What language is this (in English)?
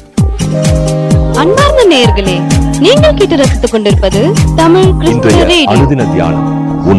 Tamil